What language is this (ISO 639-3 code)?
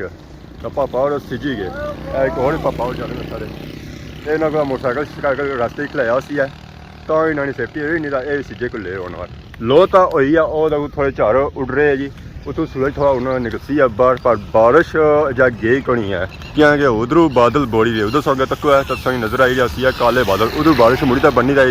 phr